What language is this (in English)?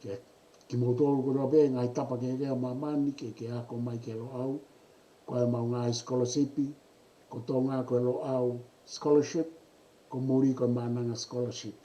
Tongan